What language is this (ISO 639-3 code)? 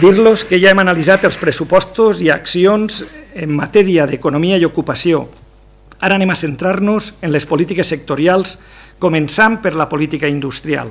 cat